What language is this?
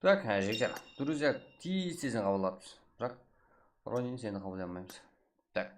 Kara-Kalpak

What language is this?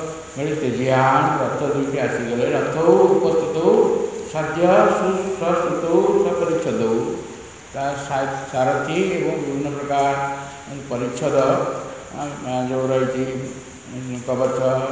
Odia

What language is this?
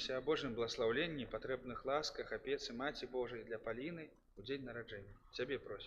Belarusian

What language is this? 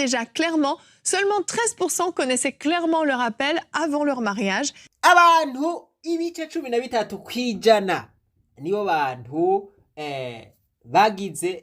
Rundi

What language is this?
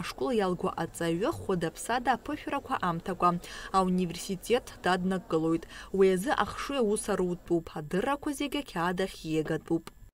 Abkhazian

